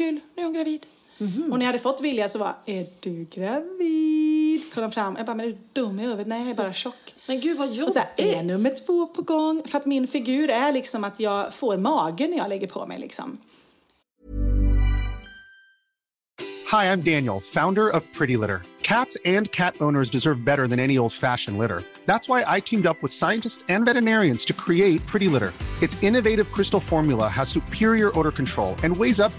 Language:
Swedish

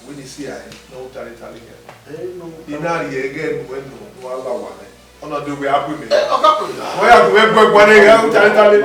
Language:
Bini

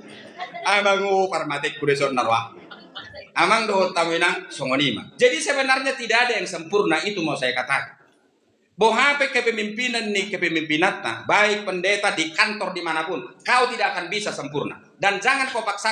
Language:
Batak Toba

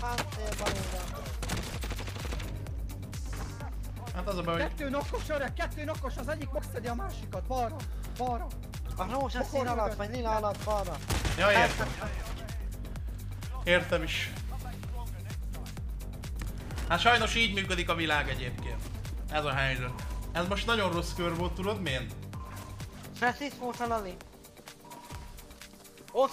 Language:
Hungarian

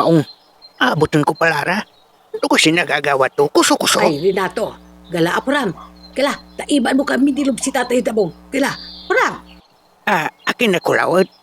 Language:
Pangasinan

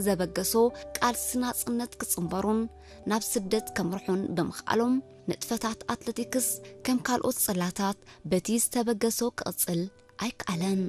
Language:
Tigrinya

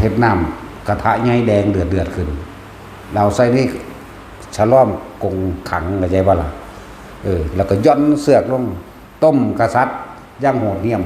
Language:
Northeastern Thai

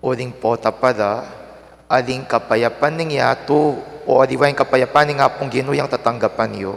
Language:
Pampanga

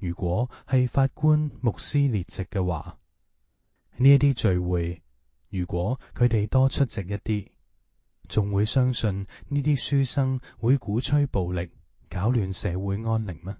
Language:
Cantonese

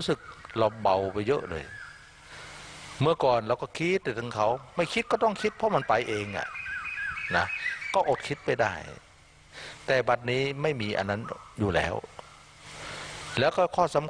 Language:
Thai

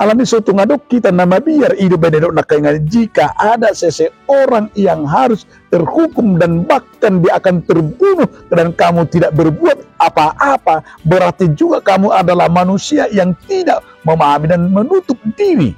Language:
Batak Toba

